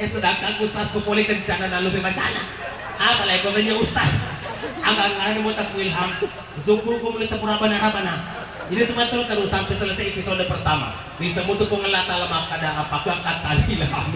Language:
Buginese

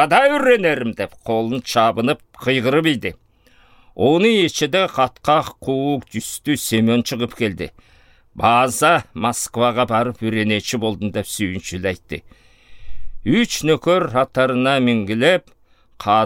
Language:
Southern Altai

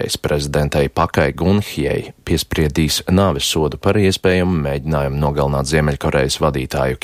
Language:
Latvian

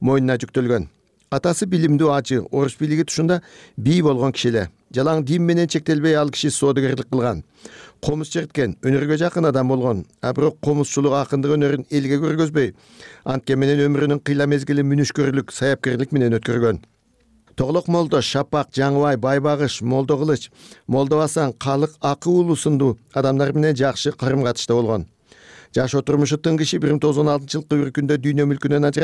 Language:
Kyrgyz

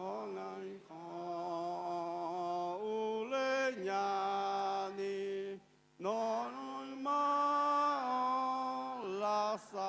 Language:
Akha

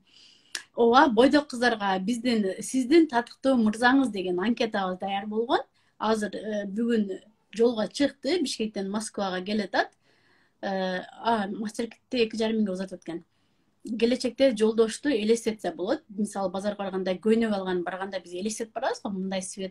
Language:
Kyrgyz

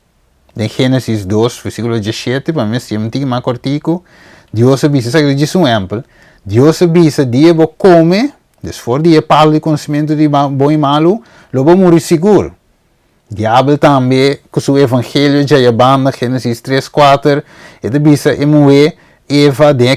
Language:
Papiamento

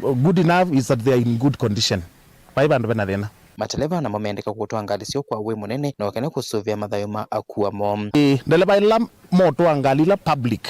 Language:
Kamba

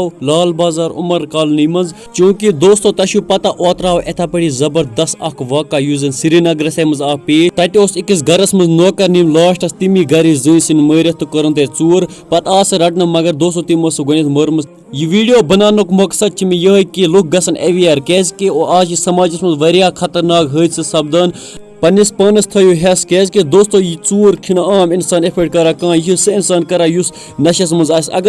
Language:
Kashmiri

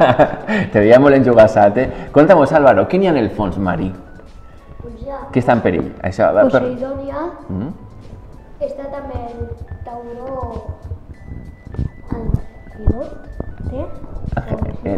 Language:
Catalan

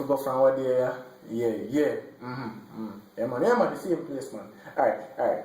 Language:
Jamaican Creole English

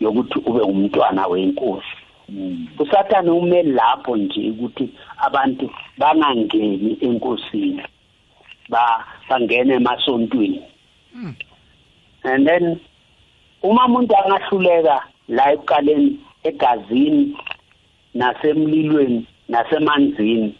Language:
South Ndebele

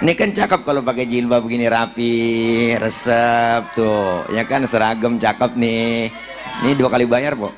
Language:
Betawi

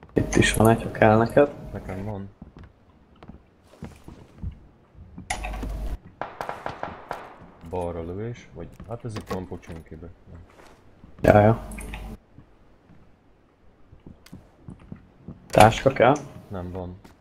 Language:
Hungarian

